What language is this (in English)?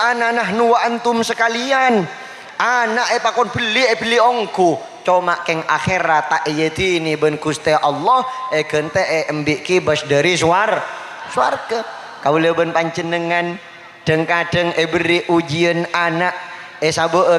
Madurese